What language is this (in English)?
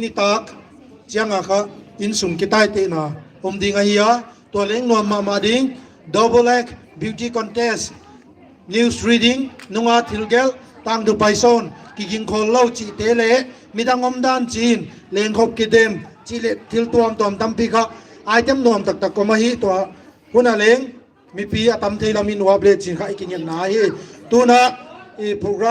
Paite Chin